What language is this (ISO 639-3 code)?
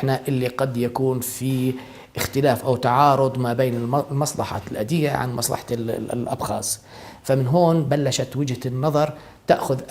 apc